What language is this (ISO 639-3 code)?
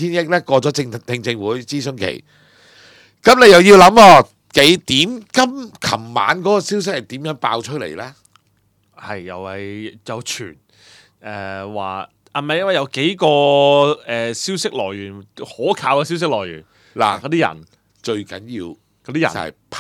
yue